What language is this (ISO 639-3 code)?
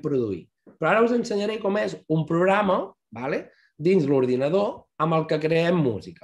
cat